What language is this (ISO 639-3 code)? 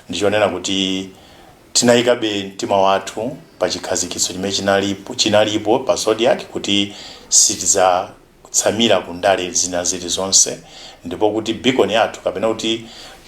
nya